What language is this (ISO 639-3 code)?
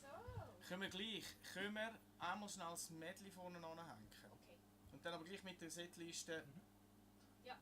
gsw